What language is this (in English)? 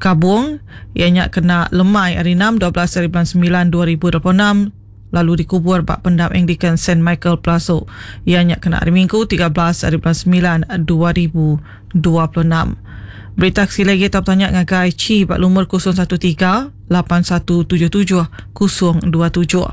Iban